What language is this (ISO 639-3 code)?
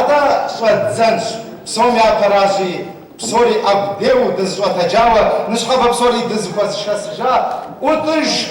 kbd